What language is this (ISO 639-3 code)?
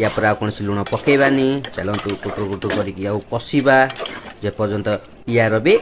ori